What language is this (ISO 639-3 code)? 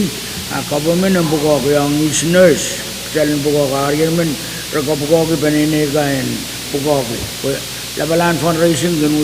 pon